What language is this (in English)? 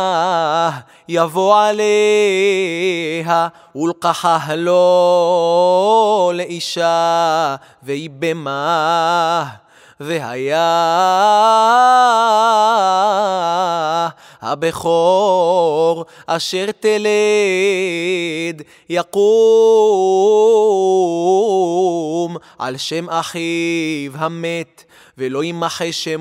Hebrew